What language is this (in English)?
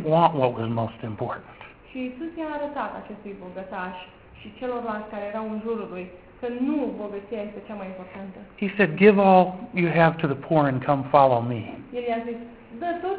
Romanian